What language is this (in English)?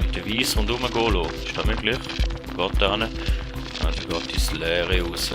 Swiss German